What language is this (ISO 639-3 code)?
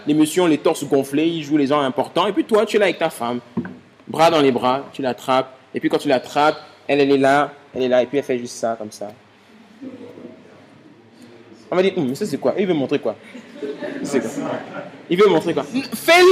fra